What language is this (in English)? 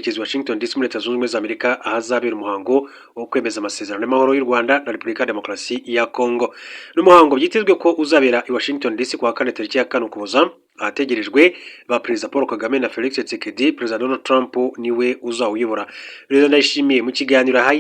Kinyarwanda